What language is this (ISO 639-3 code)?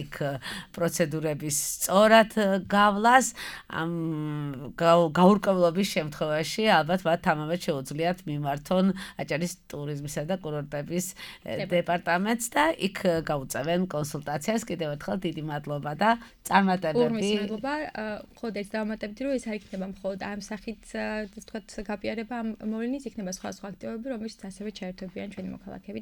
kat